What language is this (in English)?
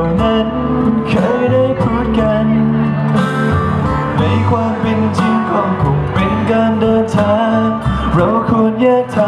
Thai